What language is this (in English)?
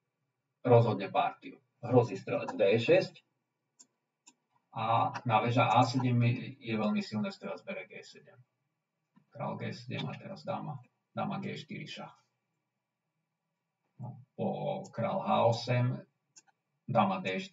Slovak